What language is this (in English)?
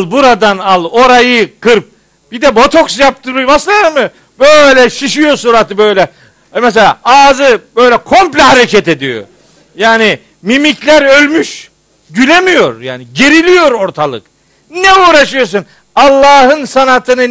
Turkish